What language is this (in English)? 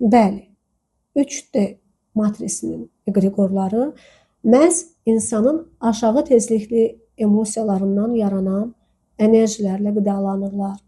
Azerbaijani